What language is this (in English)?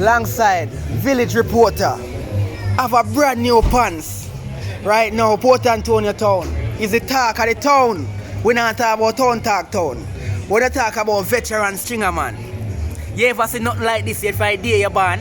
Jamaican Creole English